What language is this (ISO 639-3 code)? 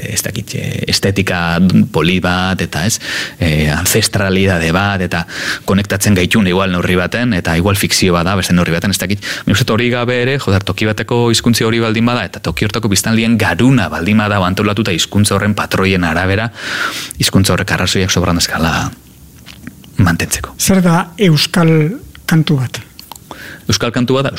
eus